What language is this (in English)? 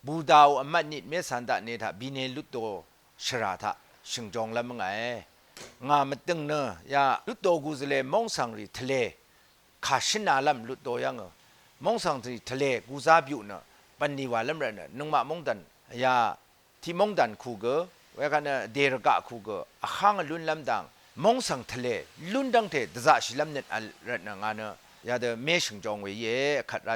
Rawang